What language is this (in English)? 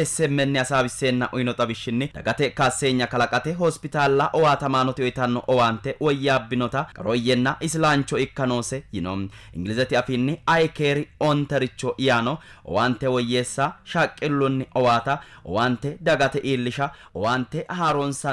Sidamo